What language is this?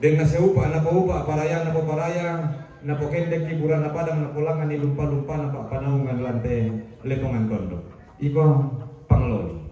Toraja-Sa'dan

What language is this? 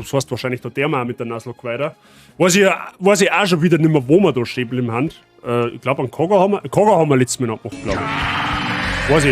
Bavarian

